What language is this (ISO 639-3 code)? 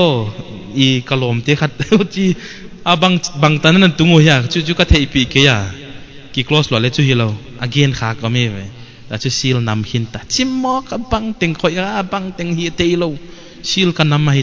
pck